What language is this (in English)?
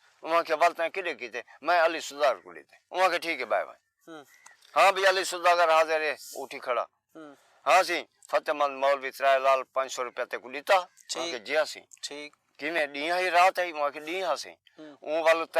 Saraiki